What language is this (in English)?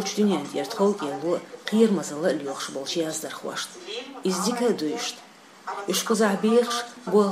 Chechen